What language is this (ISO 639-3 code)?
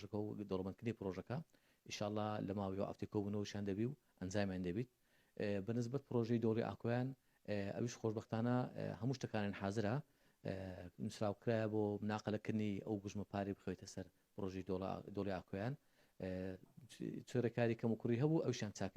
ckb